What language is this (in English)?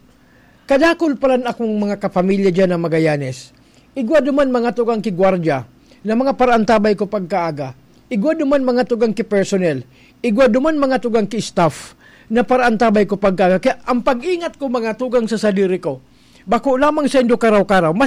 Bikol